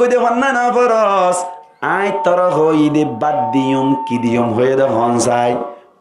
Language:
Rohingya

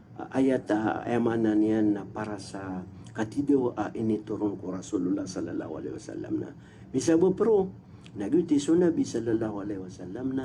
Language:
Maranao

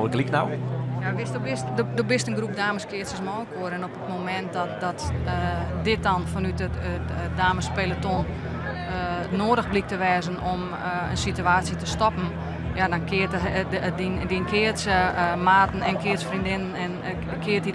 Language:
Western Frisian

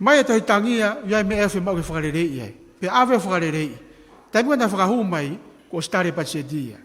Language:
Tongan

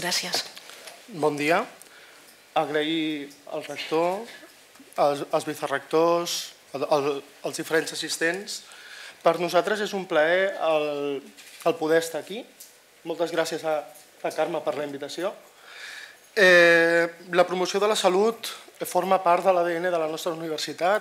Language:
Catalan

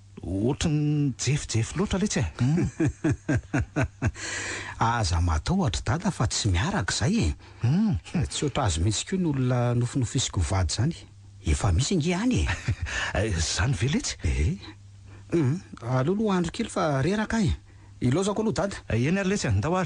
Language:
Malagasy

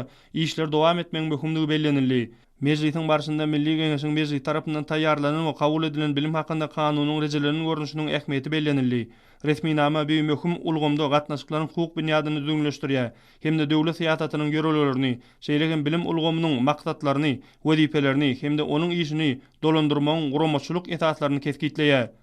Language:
Turkmen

